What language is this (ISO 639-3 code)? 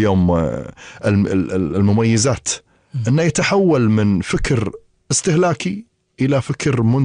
afb